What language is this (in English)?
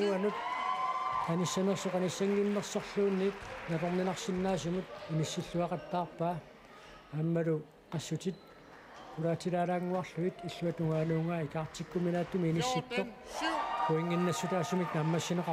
Kalaallisut